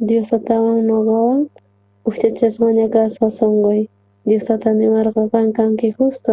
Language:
South Bolivian Quechua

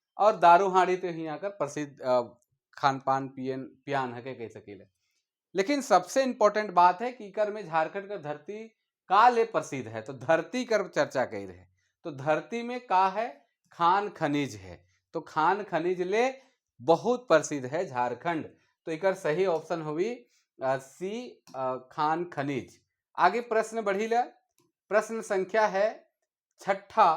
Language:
Sadri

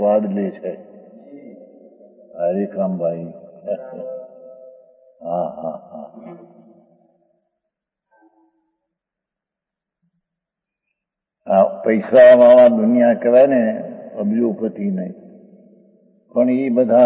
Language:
Gujarati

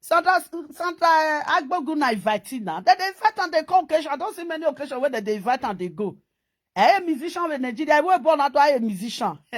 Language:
Nigerian Pidgin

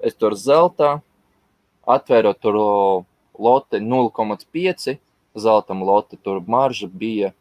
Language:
Latvian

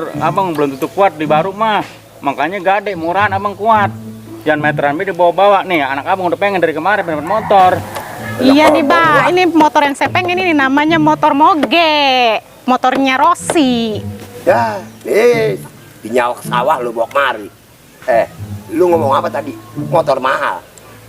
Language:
Betawi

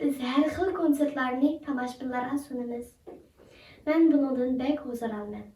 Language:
Uyghur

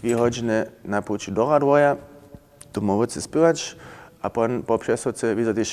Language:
Upper Sorbian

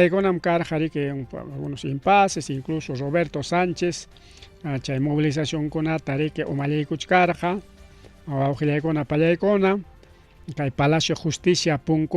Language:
Ayacucho Quechua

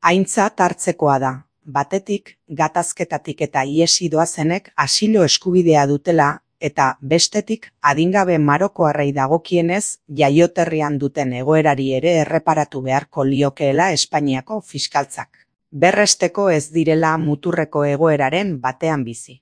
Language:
Basque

